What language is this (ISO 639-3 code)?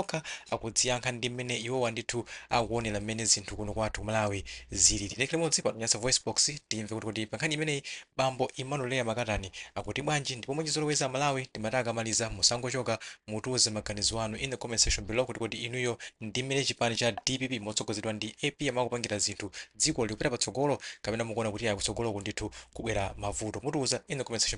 nya